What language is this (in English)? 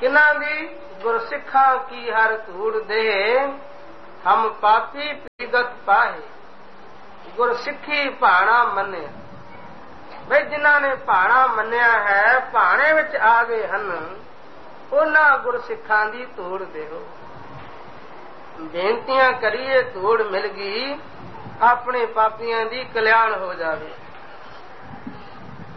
Punjabi